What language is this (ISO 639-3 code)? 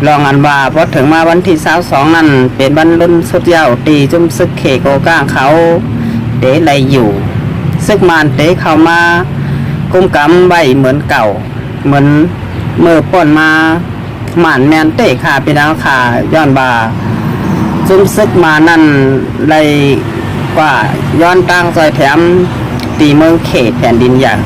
shn